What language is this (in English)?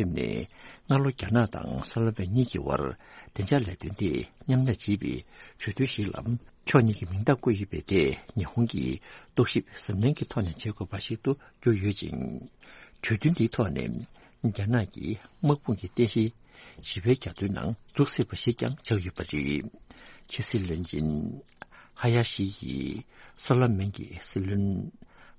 Tibetan